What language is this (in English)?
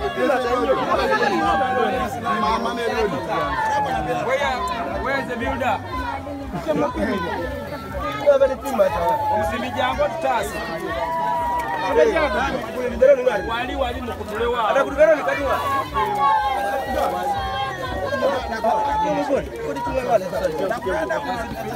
Swahili